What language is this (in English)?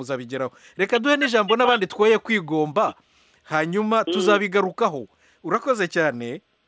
Kinyarwanda